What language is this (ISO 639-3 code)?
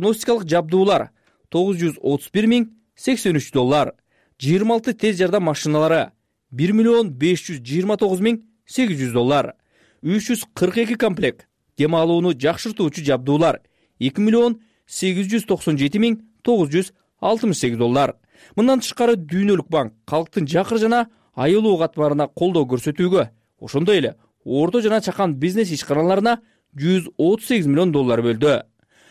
kir